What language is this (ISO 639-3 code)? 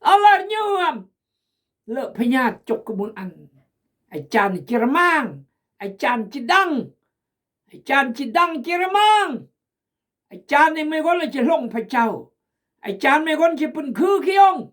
kjg